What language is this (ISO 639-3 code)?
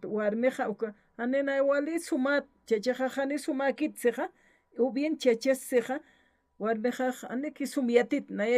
aym